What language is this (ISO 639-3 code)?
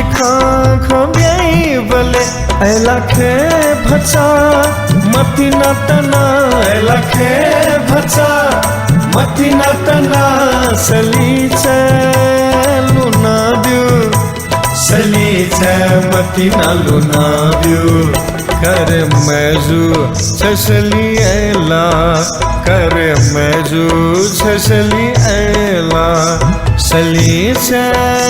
new